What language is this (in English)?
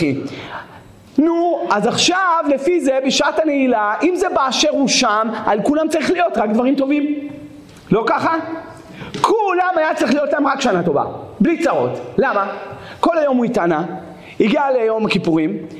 Hebrew